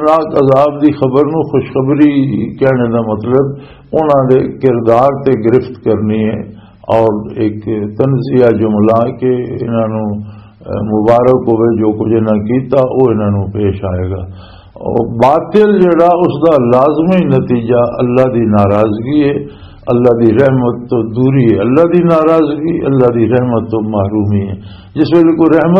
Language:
Western Panjabi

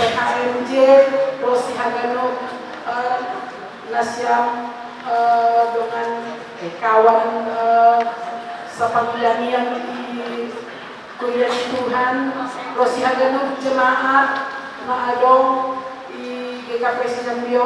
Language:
Batak Simalungun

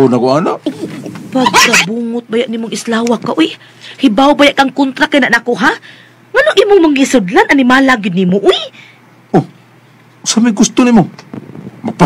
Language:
Cebuano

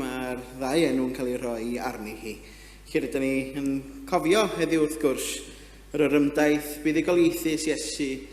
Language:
Welsh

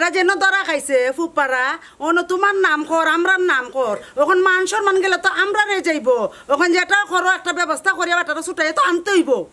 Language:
Sylheti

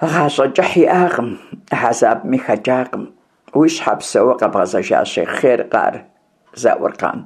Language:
Kabardian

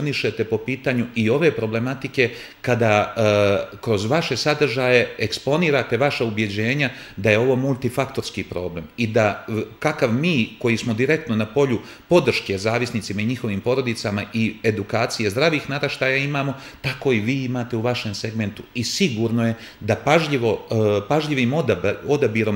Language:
Serbian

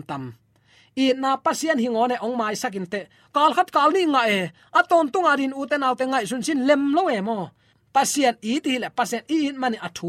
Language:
Tedim Chin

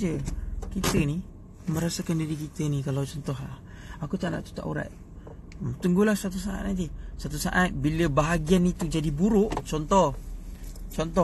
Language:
Malay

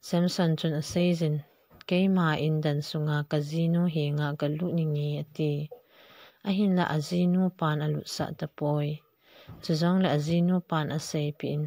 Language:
Thado Chin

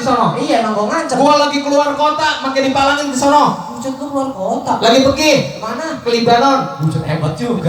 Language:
Betawi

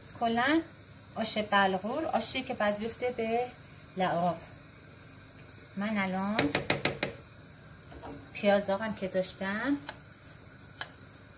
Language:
Persian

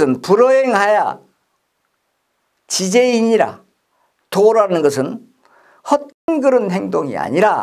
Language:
Korean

